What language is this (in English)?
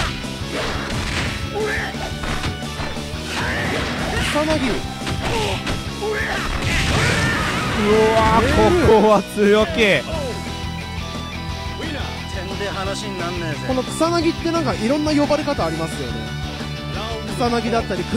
Japanese